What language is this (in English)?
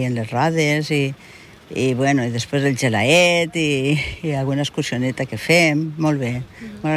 Catalan